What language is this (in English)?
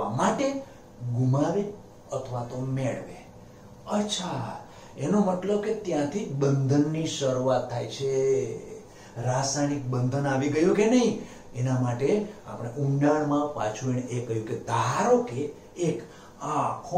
Gujarati